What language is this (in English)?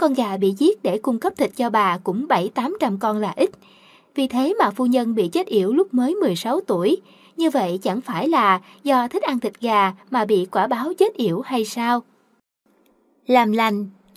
Vietnamese